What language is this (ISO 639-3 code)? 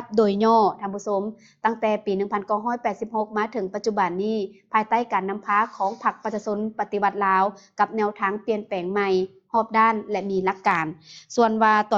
lao